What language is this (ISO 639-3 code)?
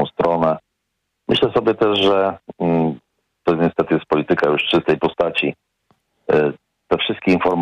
pol